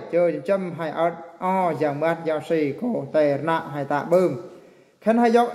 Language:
Eastern Bru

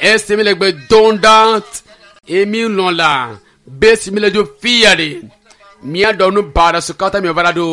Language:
Ewe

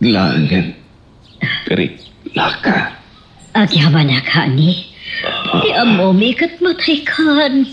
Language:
Iloko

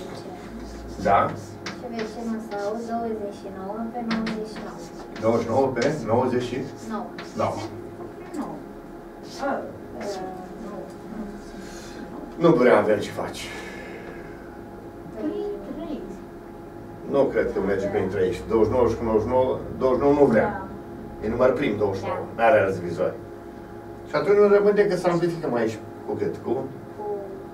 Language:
Romanian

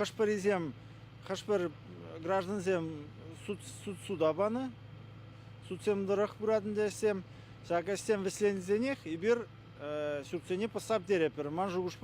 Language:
Chuvash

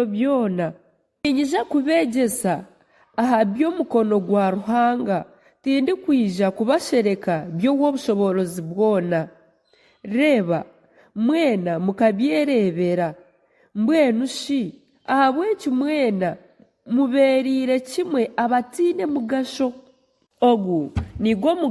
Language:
Nyankole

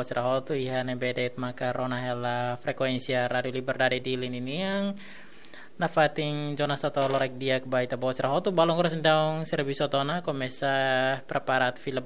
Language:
Tetum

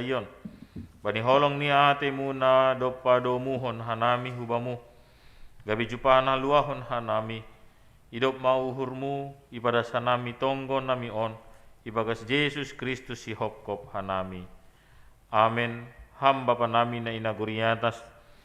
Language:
Batak Simalungun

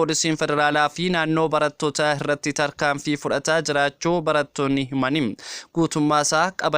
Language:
Oromo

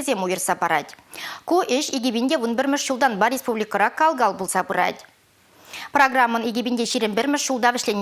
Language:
Chuvash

